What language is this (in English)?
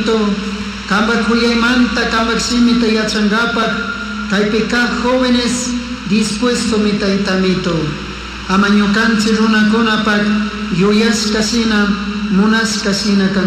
Chimborazo Highland Quichua